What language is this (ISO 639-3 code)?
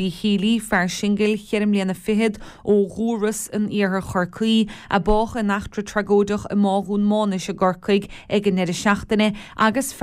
gle